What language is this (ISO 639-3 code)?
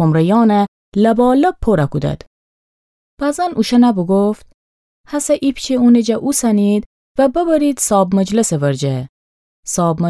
glk